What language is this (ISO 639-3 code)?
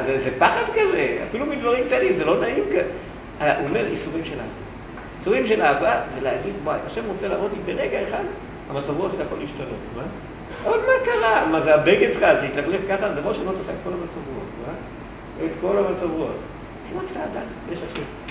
heb